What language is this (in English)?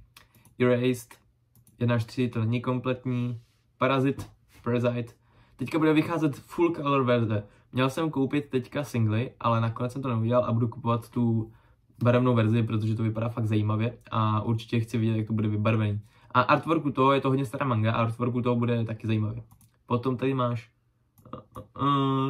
Czech